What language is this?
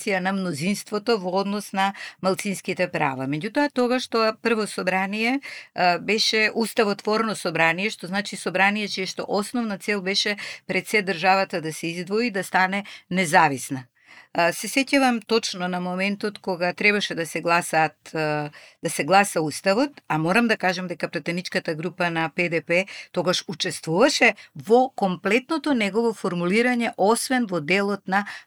Macedonian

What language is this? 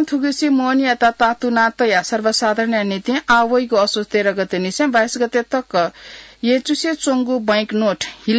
Newari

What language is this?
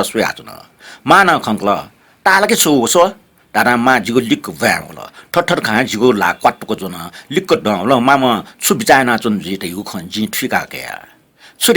Newari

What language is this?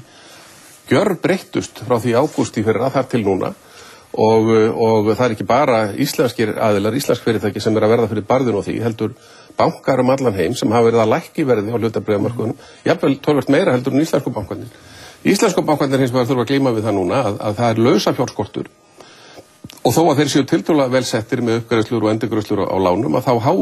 Icelandic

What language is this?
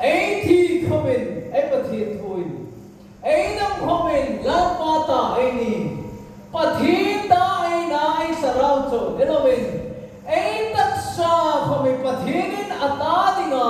Hmar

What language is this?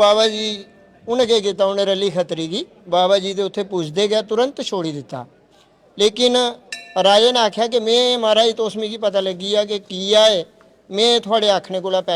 Dogri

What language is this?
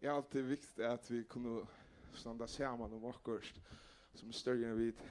Faroese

